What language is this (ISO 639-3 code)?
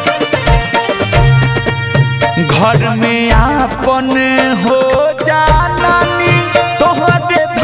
bho